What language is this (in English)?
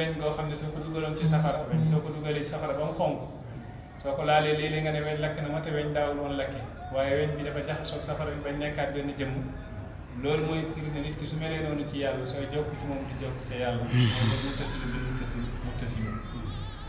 Wolof